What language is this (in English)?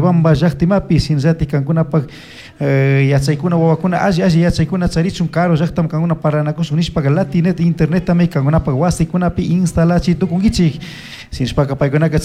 Chimborazo Highland Quichua